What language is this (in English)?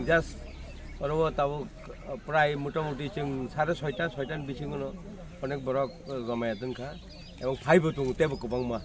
Kok Borok